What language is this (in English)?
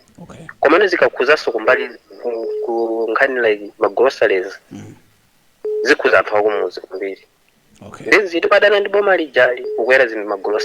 Nyanja